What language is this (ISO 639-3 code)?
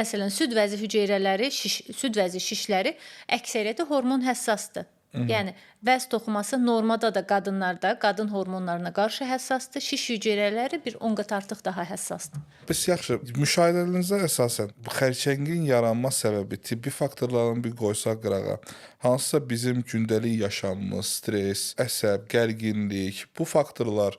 aze